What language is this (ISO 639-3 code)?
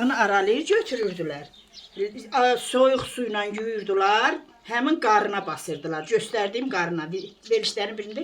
aze